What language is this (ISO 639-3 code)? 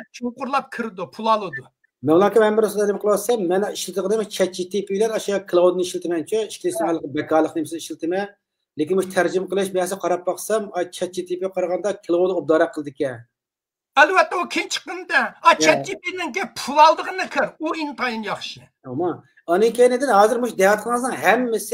uig